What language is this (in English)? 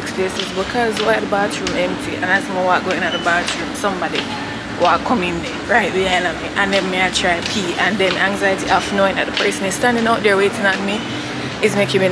Jamaican Creole English